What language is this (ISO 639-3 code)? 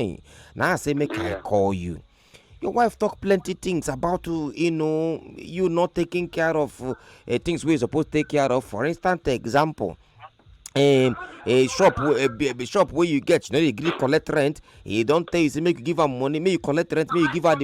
pcm